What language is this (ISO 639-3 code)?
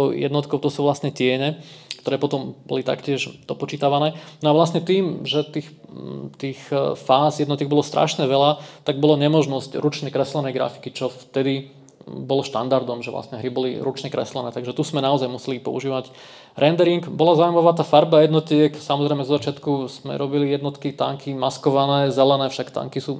slk